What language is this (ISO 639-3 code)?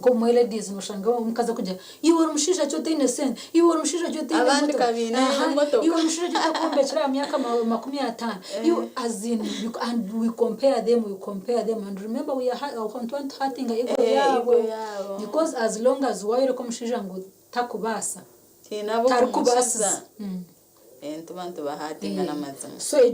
nyn